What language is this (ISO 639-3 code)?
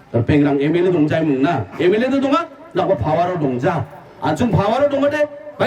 grt